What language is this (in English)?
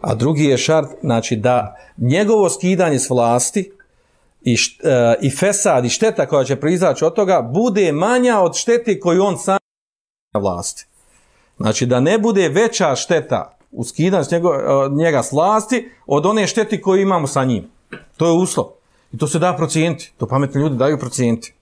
Bosnian